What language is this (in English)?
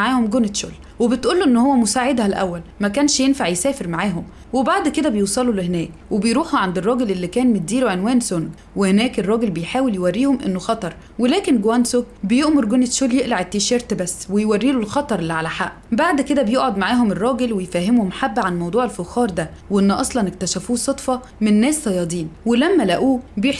Egyptian Arabic